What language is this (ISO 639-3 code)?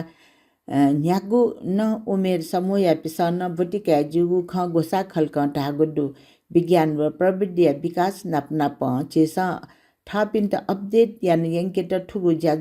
new